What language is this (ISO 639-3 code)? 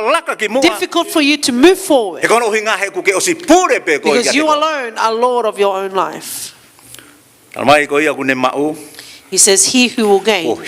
ton